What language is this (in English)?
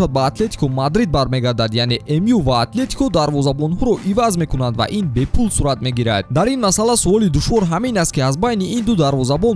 Tajik